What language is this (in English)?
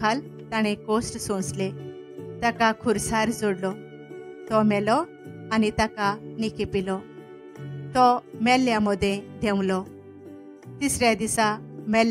Konkani